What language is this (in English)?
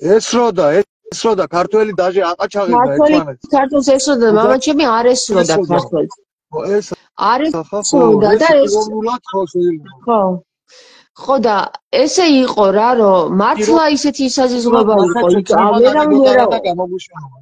Georgian